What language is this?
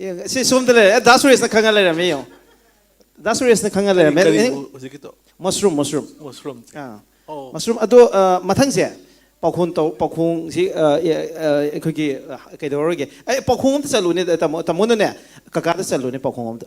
Manipuri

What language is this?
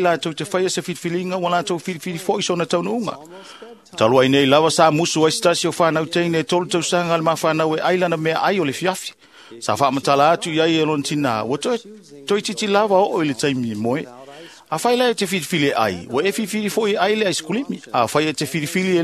Samoan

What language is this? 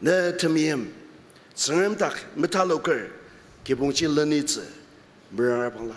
Ao Naga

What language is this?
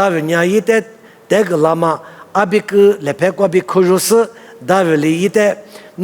Lisu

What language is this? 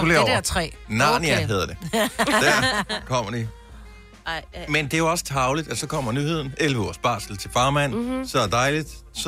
Danish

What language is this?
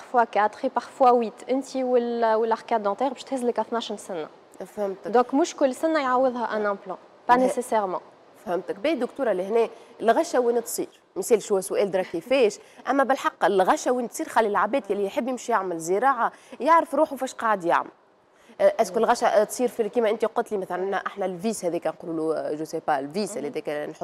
Tunisian Arabic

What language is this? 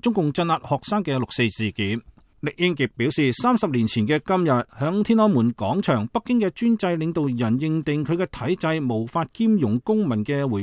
Cantonese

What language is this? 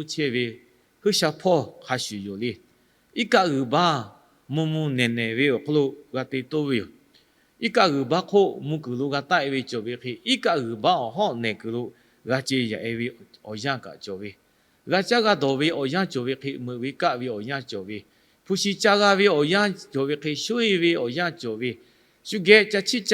Lahu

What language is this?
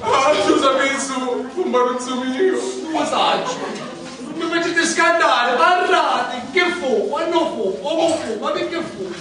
Sicilian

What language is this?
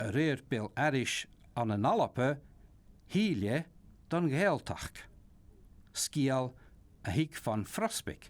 Scottish Gaelic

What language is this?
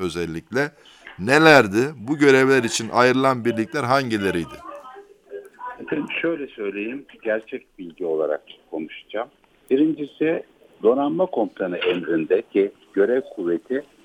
Turkish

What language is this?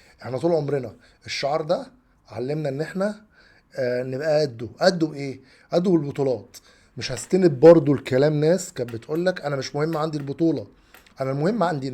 Egyptian Arabic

